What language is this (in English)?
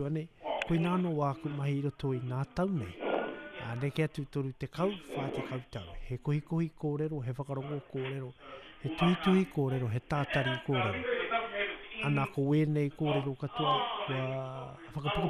Māori